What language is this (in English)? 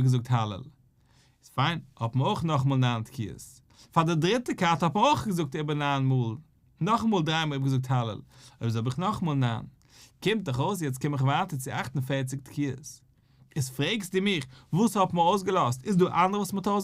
Yiddish